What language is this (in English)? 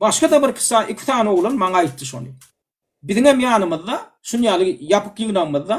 Turkmen